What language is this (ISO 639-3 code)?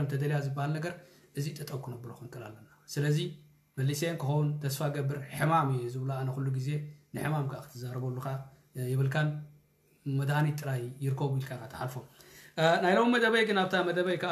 tir